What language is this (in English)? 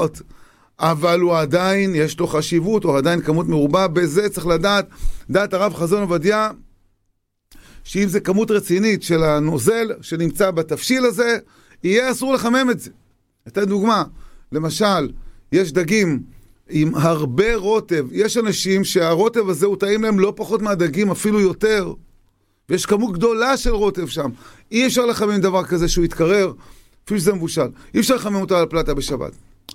Hebrew